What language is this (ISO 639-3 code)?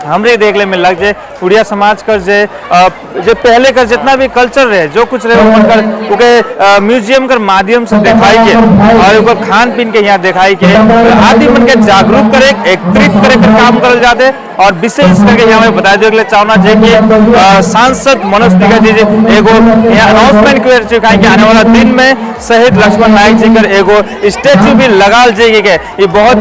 sck